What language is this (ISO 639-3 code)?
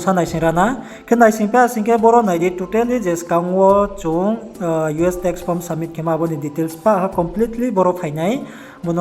ria